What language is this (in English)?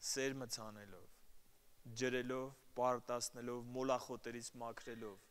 Armenian